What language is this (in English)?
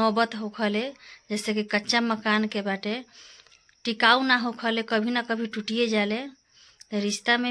Bhojpuri